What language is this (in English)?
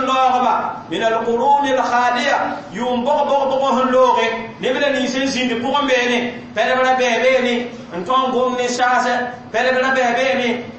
Mossi